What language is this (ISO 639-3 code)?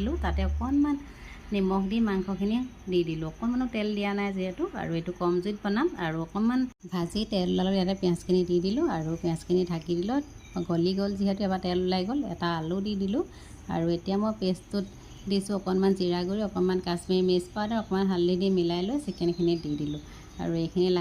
asm